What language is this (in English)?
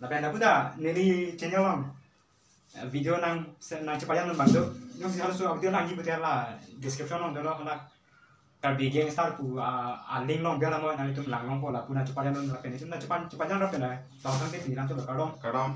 Karbi